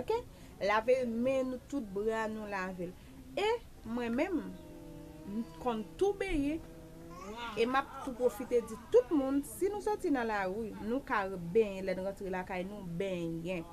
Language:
Haitian Creole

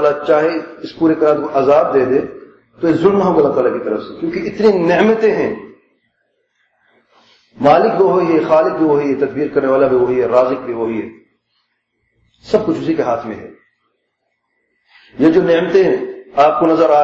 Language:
Urdu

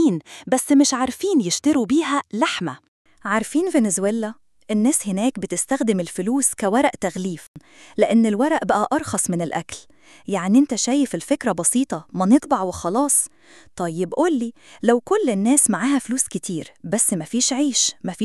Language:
Egyptian Arabic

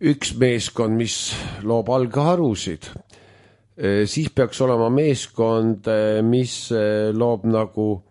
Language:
Estonian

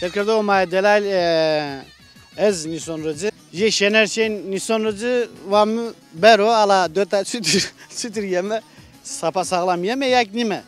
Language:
Zaza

